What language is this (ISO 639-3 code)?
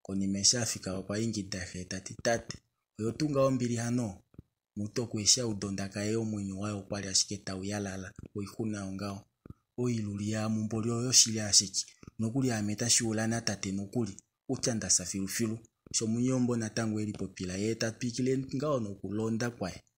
kua